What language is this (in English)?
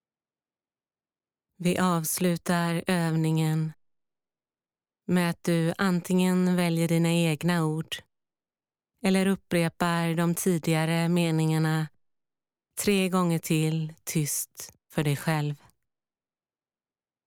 Swedish